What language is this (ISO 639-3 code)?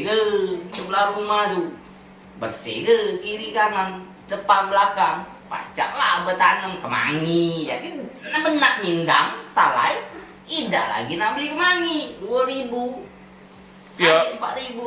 mui